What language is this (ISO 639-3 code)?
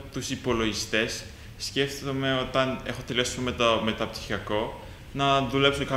ell